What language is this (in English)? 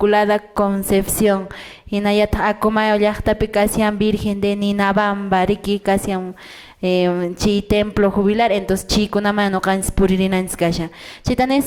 Quechua